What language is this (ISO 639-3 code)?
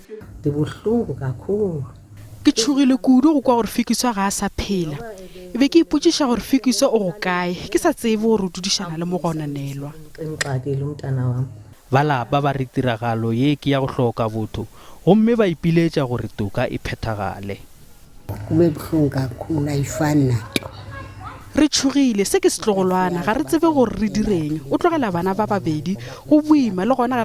nso